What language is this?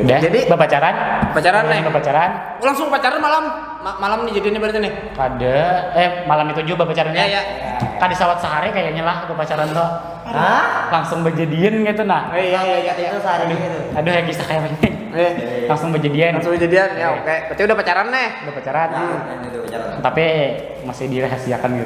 Banjar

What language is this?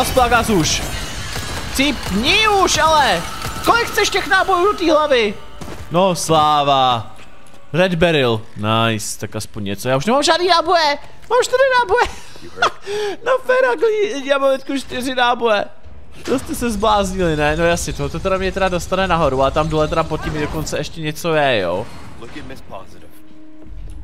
Czech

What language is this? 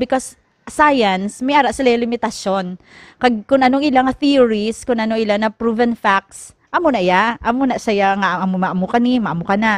Hiligaynon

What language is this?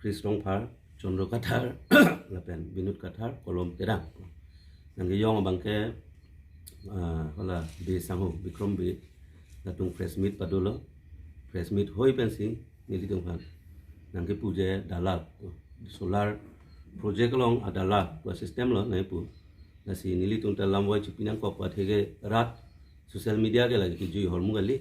Karbi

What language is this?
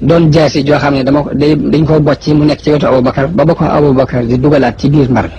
Wolof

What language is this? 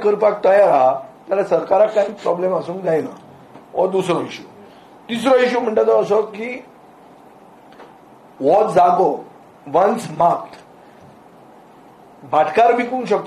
Konkani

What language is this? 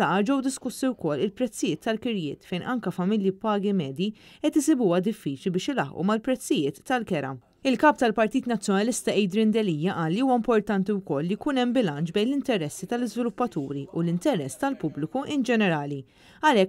Maltese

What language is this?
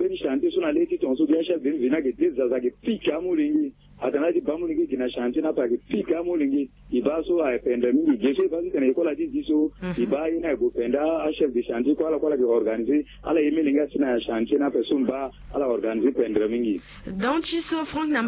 Sango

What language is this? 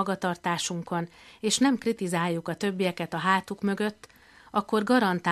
Hungarian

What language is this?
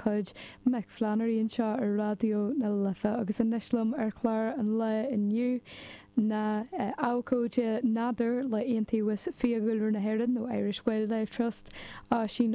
Irish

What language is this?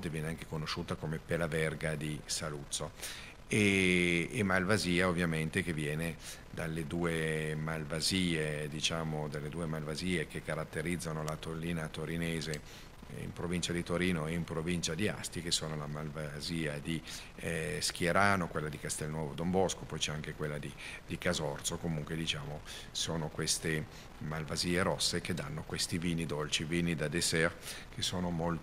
Italian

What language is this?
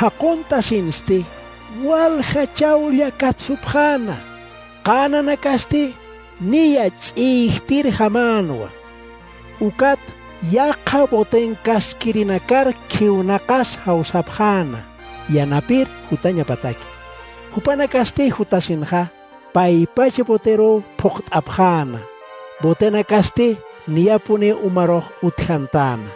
Aymara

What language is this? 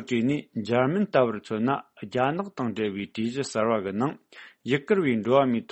Tibetan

